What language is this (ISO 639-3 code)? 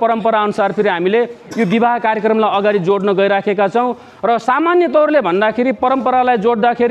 nep